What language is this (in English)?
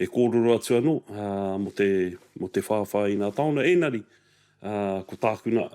Māori